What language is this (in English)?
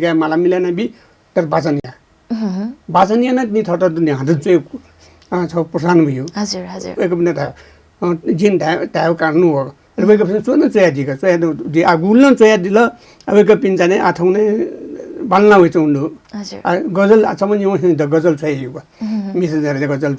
Newari